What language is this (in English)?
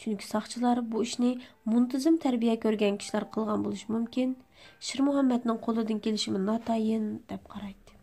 Uyghur